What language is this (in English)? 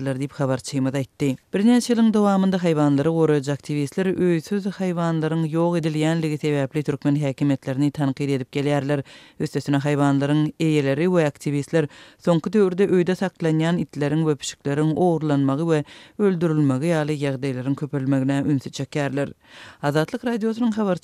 Turkmen